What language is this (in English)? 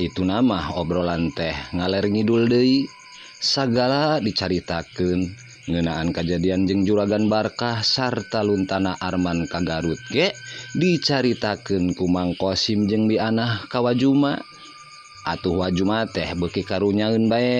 Sundanese